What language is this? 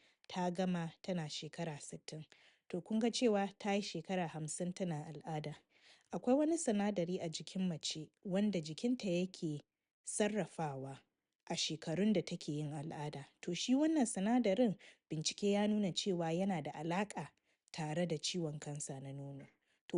Hausa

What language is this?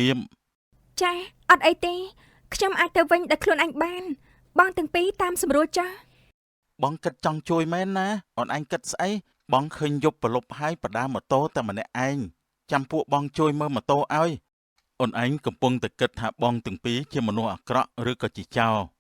Khmer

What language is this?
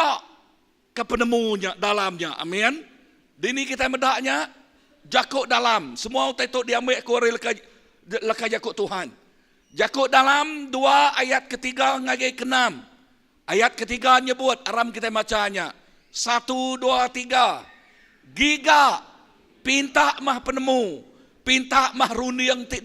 Iban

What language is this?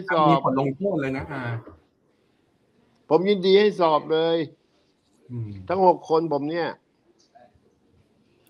Thai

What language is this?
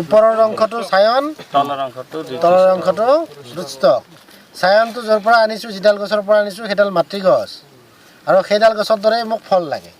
Assamese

